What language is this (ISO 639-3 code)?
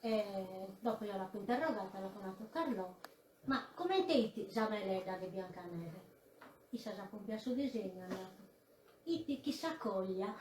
srd